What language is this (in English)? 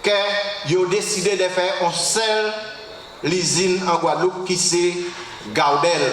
Guadeloupean Creole French